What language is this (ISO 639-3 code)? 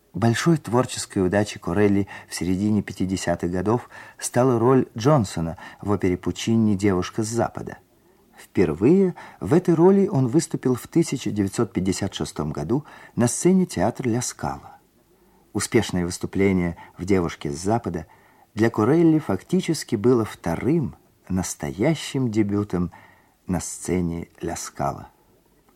rus